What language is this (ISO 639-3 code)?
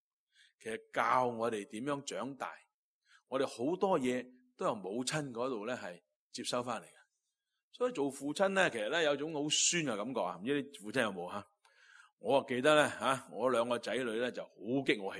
yue